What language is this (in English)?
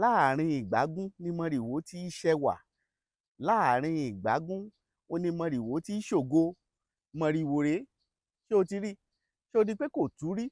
Yoruba